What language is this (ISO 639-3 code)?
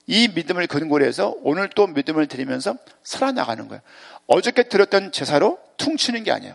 kor